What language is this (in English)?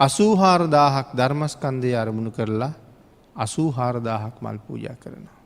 Sinhala